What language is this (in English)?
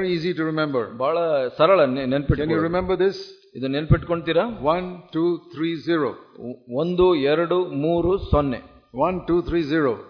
Kannada